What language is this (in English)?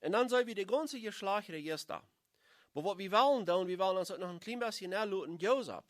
Plautdietsch